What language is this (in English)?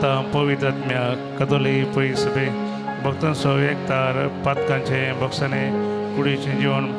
Konkani